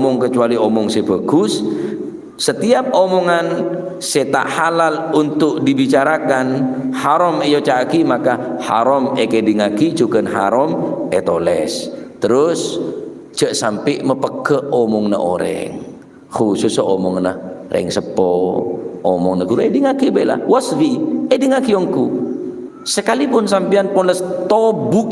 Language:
Madurese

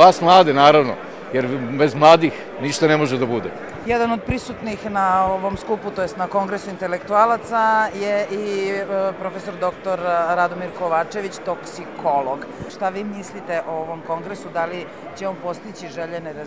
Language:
Serbian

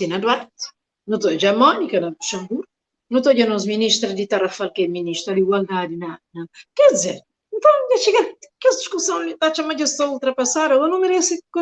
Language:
Kabuverdianu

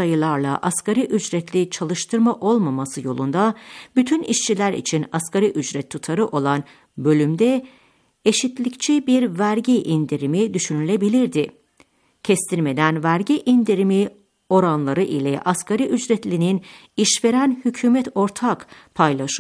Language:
Turkish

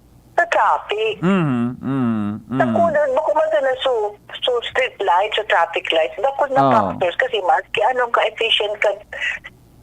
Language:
Bikol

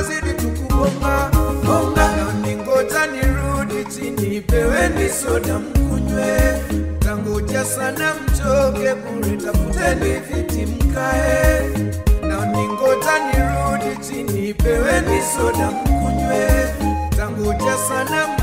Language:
Swahili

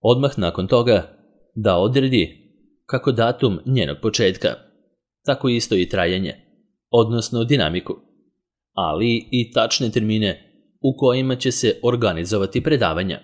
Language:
Serbian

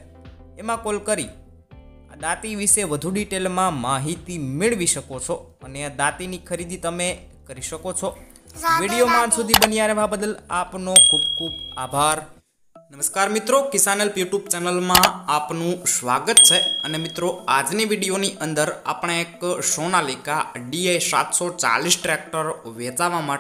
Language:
Gujarati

